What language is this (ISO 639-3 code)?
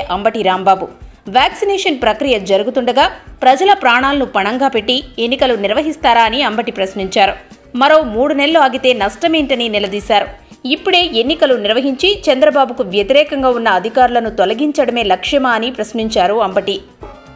tel